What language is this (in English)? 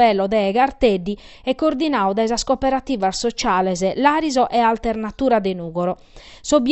Sardinian